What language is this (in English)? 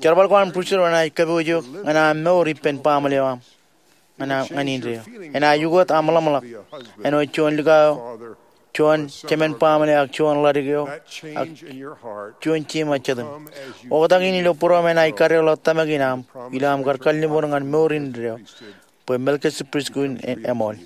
Marshallese